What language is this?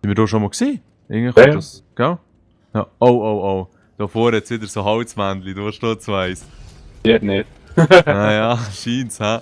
Swiss German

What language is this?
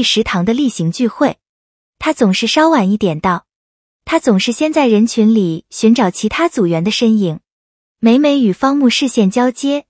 Chinese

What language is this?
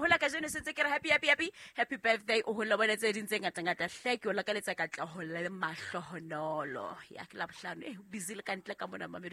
Southern Sotho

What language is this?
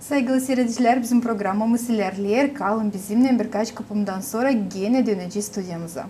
Gagauz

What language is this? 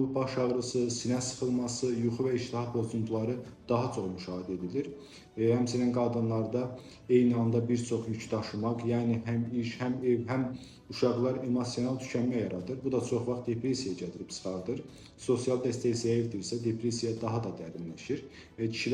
Azerbaijani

